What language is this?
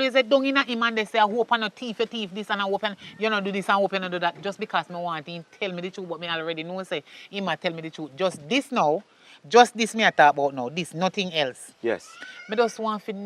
Jamaican Creole English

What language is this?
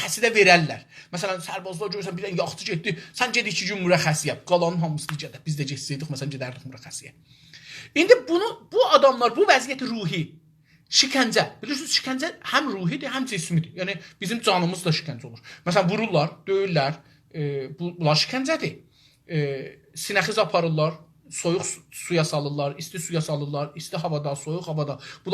South Azerbaijani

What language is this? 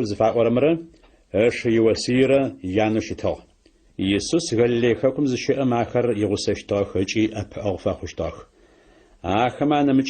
Adyghe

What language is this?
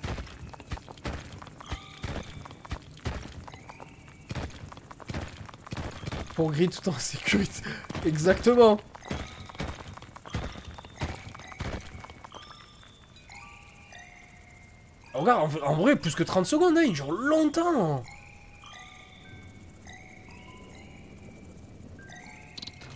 French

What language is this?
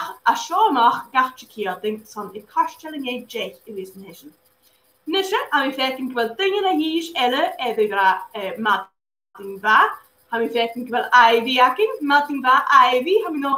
Scottish Gaelic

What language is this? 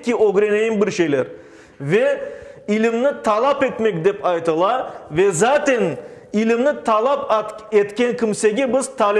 Crimean Tatar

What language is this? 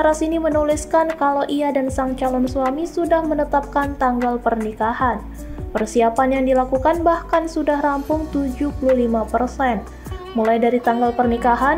Indonesian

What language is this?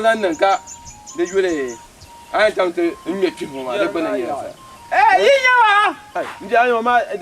Dagbani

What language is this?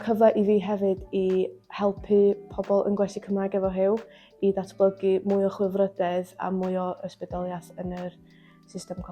Welsh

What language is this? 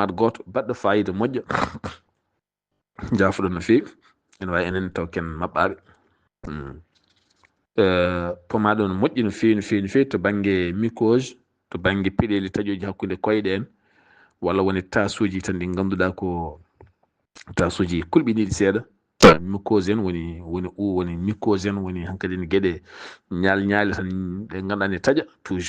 Fula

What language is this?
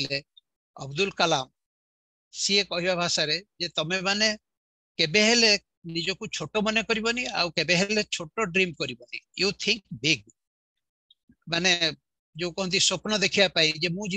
Odia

